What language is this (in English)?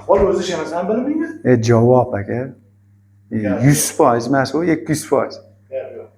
Uzbek